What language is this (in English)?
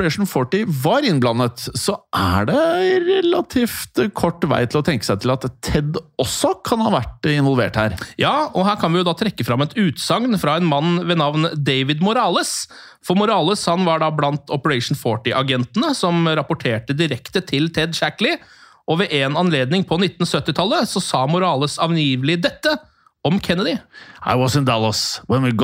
Norwegian